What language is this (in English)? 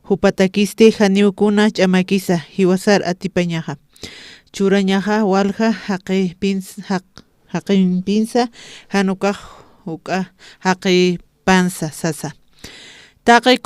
Aymara